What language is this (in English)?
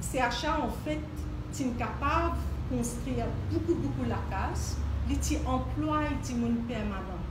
Morisyen